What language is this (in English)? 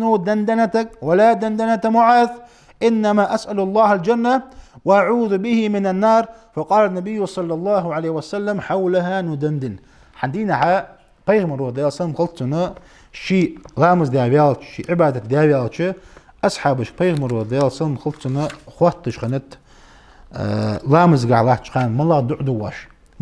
Ingush